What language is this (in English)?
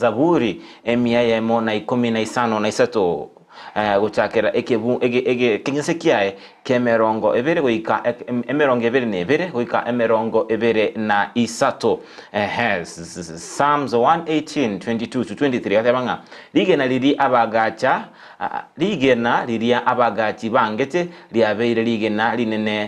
Gusii